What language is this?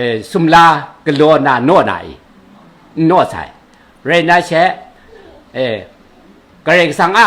Kachin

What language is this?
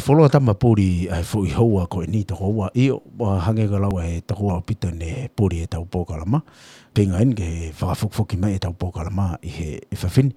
Tongan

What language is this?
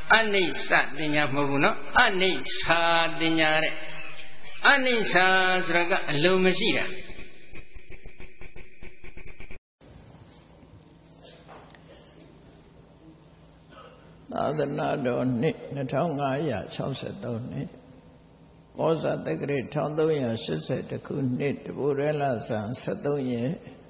Burmese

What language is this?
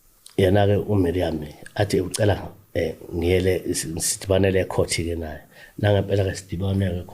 Zulu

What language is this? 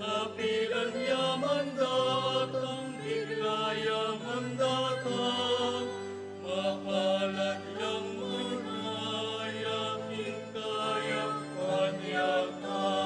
Pampanga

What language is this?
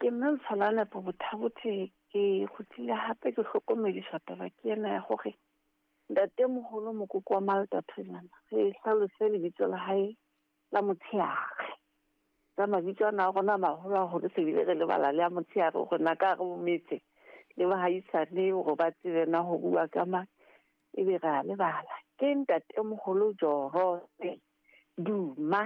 Southern Sotho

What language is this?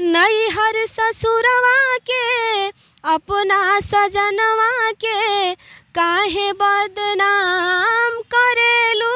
Bhojpuri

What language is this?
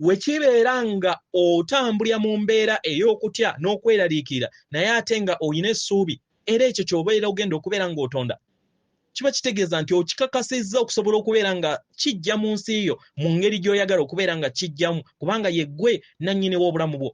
Ganda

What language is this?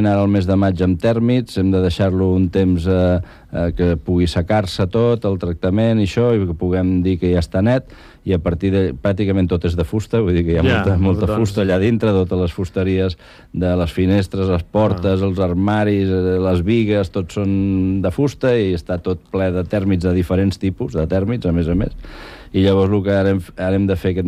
Catalan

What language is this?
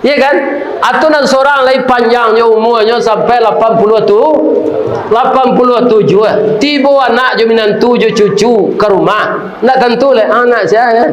Minangkabau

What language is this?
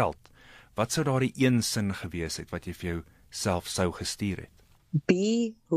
Afrikaans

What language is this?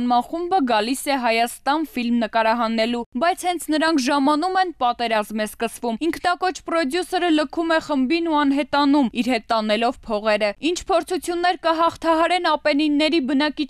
Armenian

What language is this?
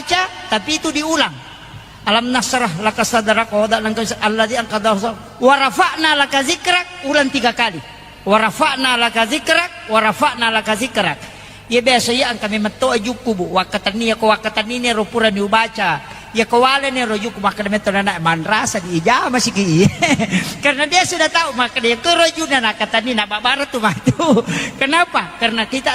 Buginese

